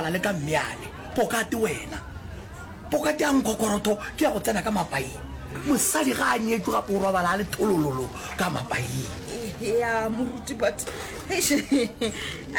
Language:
Northern Sotho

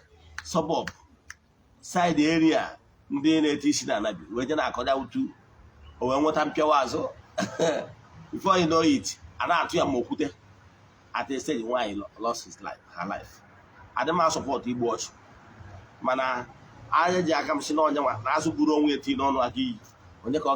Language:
Igbo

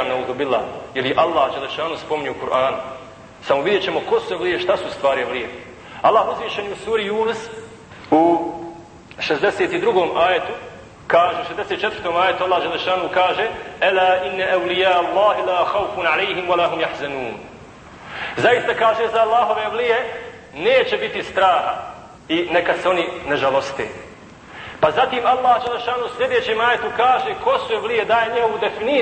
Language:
Bosnian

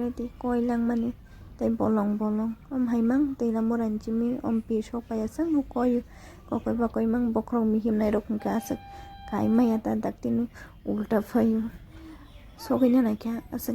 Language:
Kok Borok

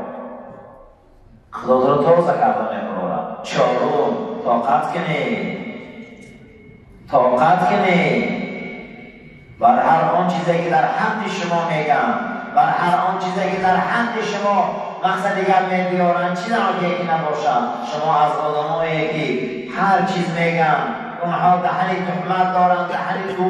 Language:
Persian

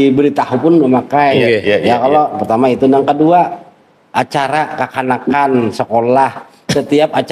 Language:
Banjar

